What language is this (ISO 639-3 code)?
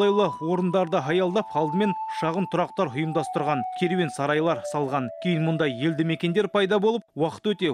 kaz